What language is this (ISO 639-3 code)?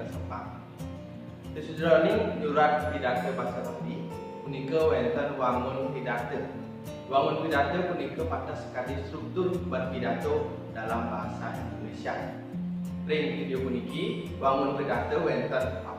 ban